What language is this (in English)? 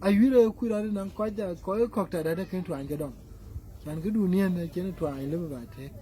Dinka